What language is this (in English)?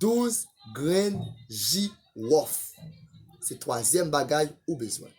Haitian Creole